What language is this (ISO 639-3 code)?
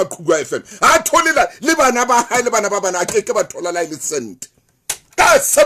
sot